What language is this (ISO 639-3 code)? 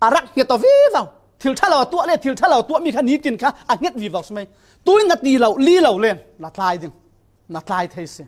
cfm